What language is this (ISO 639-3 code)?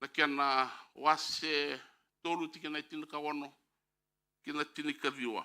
fij